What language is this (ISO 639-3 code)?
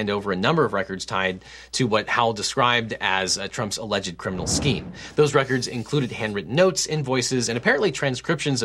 eng